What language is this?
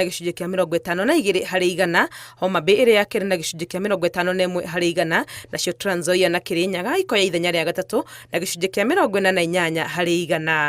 Kikuyu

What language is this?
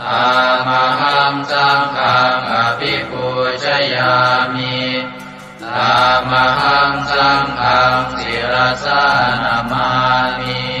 Pali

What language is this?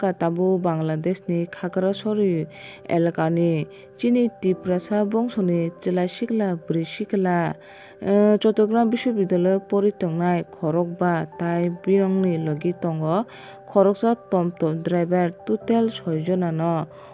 Kok Borok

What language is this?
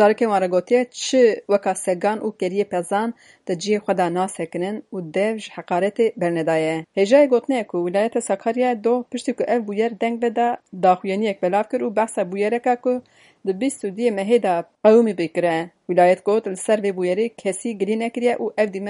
Kurdish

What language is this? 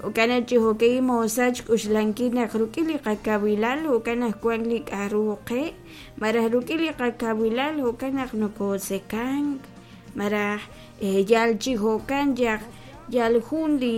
Kekchí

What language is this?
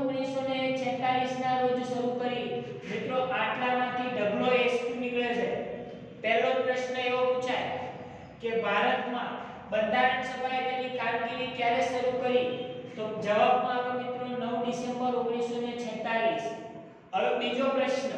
Gujarati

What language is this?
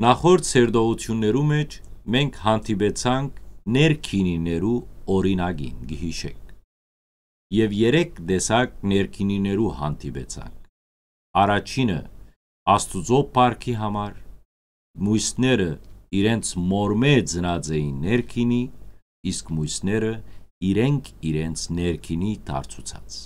Western Armenian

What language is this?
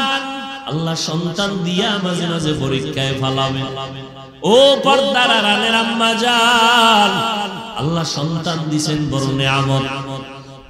Bangla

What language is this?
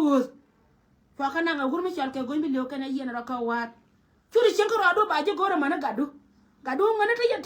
Nuer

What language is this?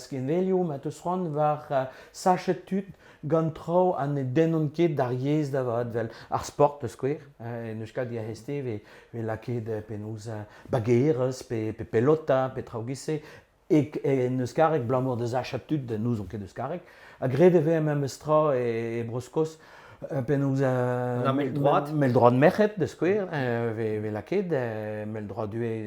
Breton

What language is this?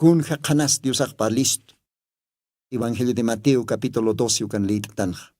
Aymara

